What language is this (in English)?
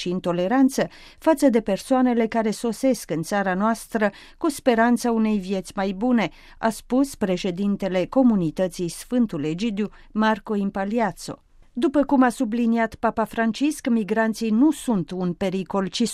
Romanian